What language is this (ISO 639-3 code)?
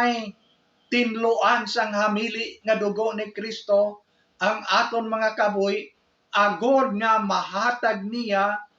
hil